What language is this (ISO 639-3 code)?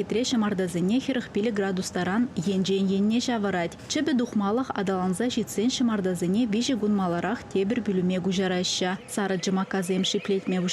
chv